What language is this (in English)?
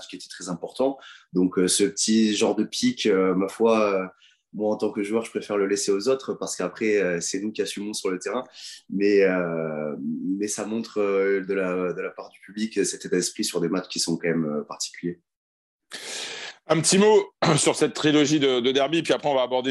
French